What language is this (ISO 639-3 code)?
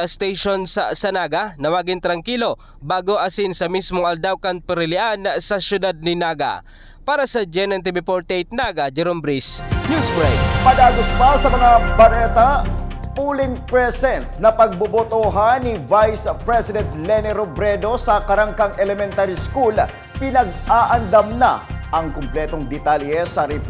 bik